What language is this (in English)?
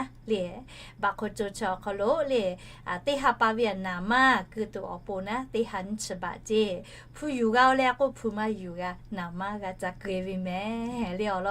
Lahu